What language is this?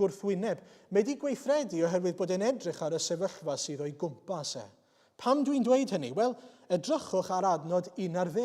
Welsh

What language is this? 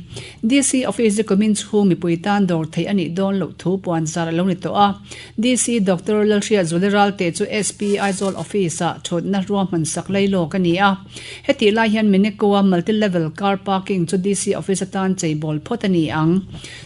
Mizo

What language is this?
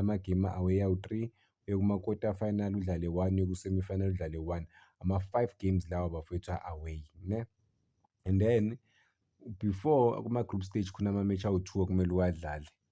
Zulu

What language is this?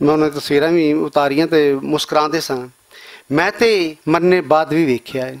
Western Panjabi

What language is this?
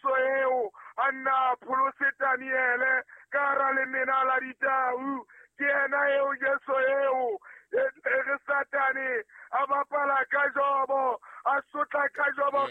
Southern Sotho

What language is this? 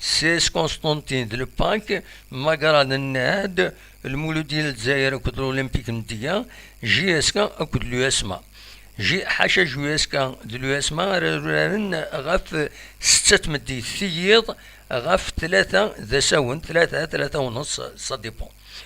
Kabyle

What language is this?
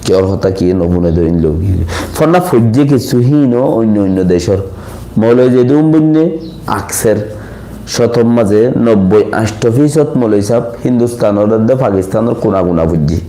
Rohingya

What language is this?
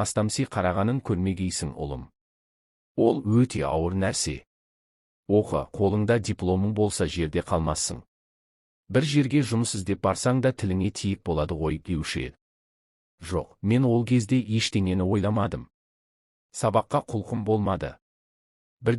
Kazakh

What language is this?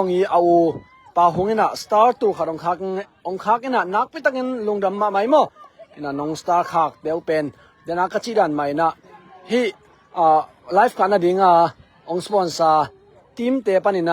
Tedim Chin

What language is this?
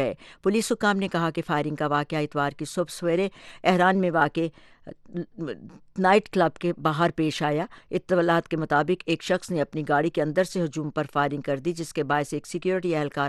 Urdu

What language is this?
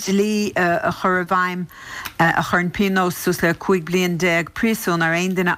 Irish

